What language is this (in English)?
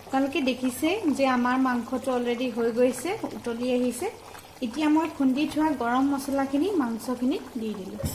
Assamese